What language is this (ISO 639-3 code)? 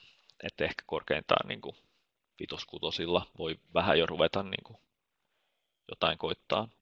fin